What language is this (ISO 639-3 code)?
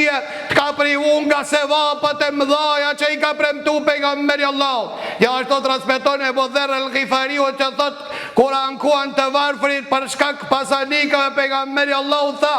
sqi